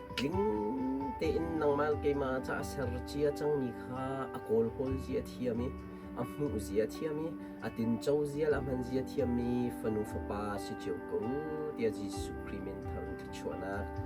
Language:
Hakha Chin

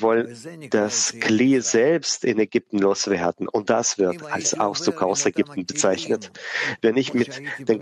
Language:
German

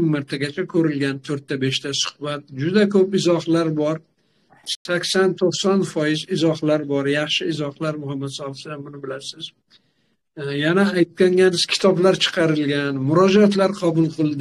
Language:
Uzbek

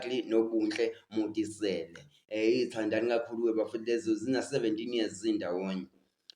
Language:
Zulu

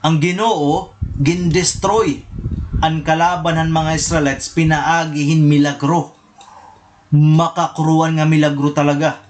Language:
Waray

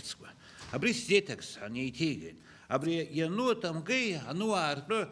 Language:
Abkhazian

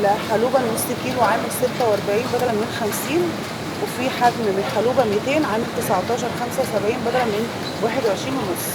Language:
Egyptian Arabic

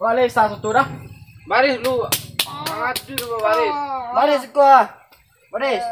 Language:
Minangkabau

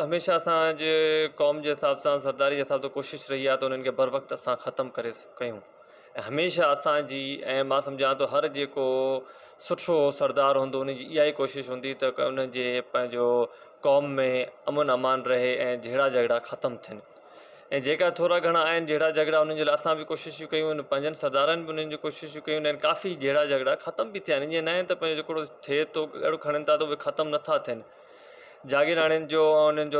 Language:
Sindhi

